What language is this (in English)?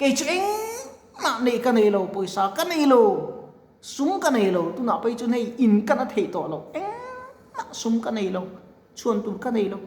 Mizo